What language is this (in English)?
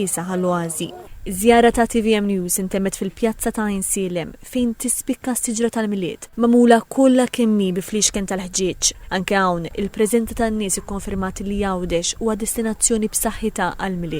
Maltese